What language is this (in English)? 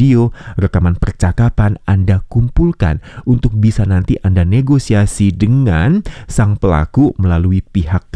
Indonesian